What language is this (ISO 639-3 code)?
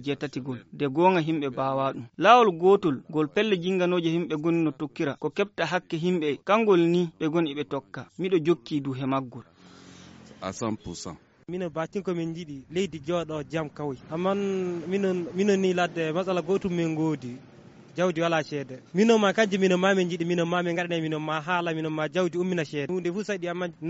ful